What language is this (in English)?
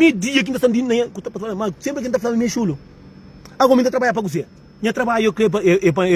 Kabuverdianu